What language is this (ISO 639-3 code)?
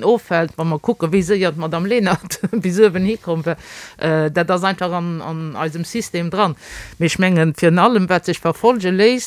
ltz